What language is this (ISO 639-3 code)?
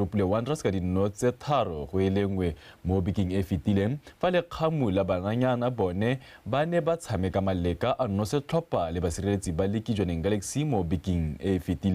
tsn